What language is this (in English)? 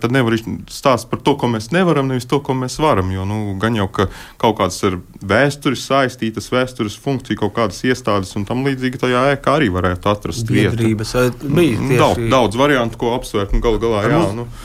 Latvian